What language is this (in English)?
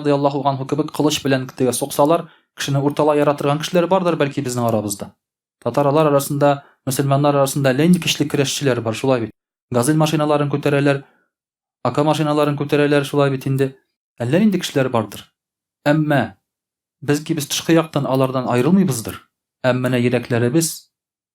Tatar